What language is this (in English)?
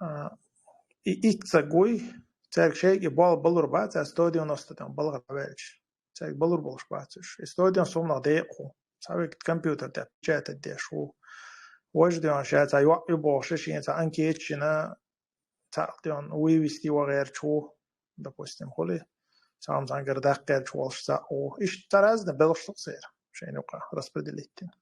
Chechen